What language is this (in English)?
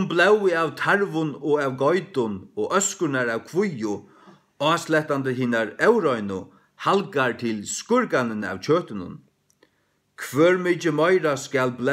Faroese